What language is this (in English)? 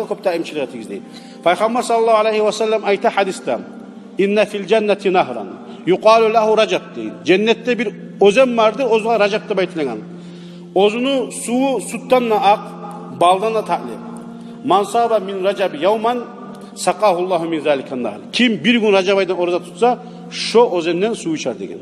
Kumyk